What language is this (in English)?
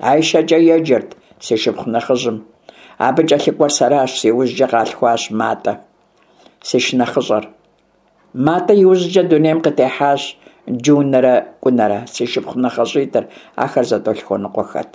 Kabardian